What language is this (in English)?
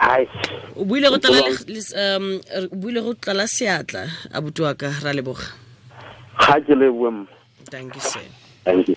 Tswana